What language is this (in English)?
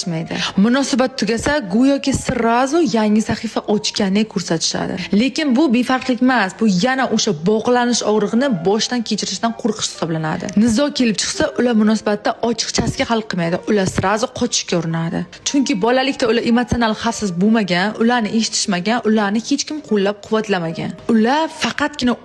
Uzbek